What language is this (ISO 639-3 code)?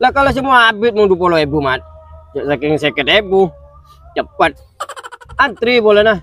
mad